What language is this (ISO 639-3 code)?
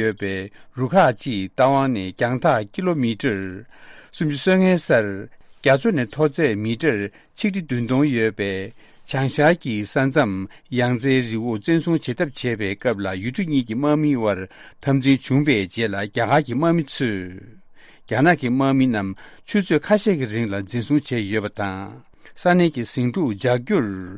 bod